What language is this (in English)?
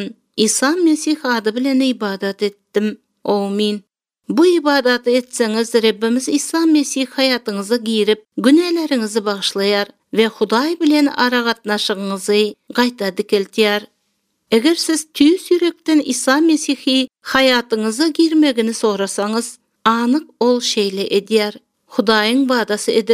Turkmen